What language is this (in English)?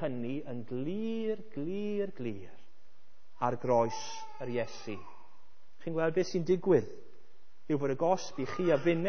Welsh